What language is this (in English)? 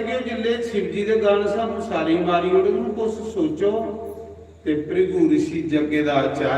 Dogri